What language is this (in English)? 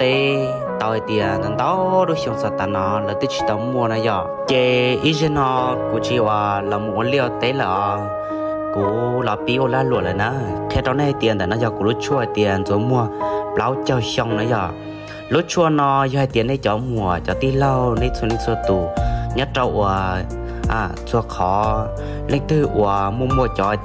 Hmong